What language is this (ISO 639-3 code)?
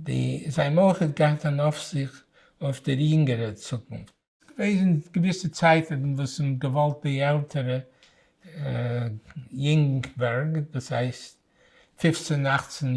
yid